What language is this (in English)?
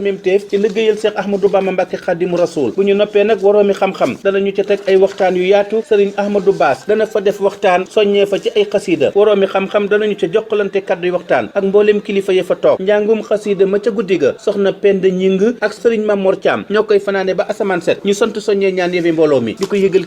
Wolof